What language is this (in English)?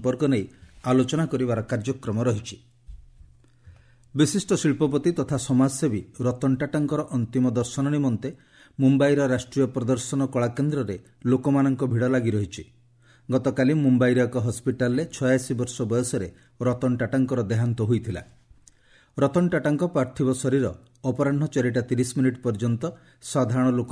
Odia